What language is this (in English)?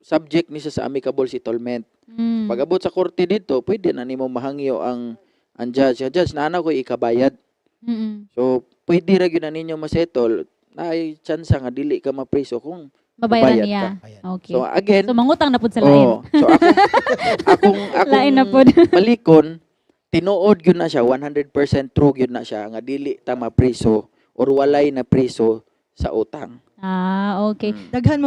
Cebuano